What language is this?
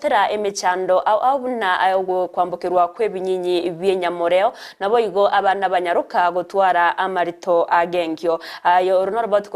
Gusii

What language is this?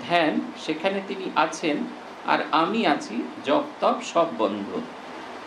Bangla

